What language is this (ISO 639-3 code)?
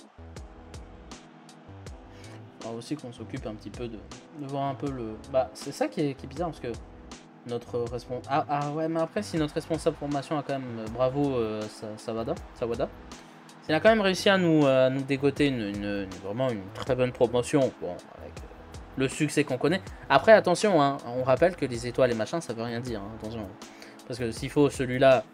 fra